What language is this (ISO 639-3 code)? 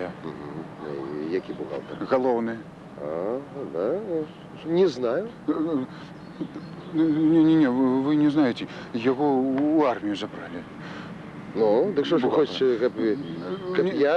bel